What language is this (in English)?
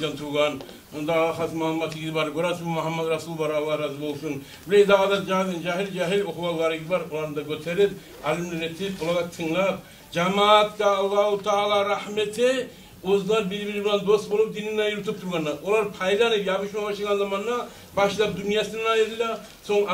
Kumyk